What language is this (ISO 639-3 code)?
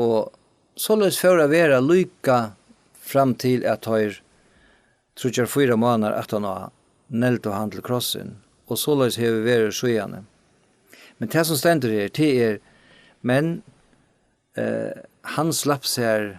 fao